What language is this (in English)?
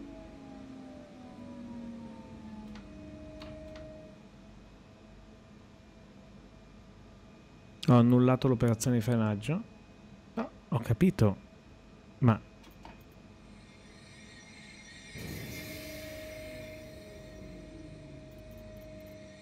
Italian